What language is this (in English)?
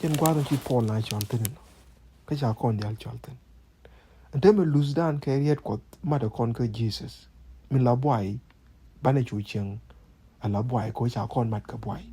Nuer